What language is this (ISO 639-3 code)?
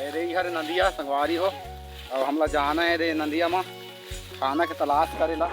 hne